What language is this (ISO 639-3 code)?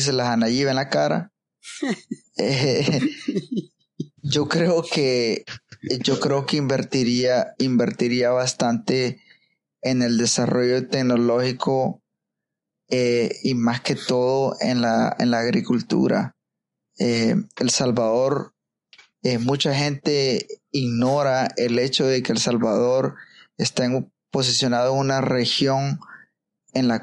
spa